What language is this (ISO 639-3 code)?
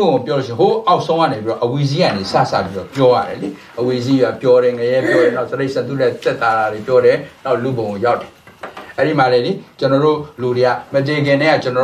mya